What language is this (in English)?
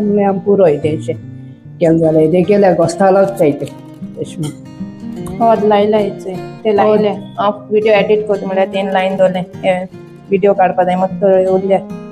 Konkani